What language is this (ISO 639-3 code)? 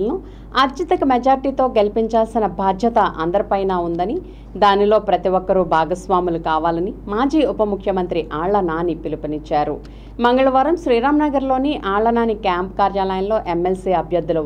tel